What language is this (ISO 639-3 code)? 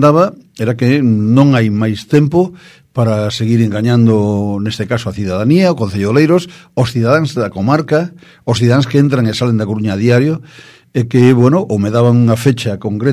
glg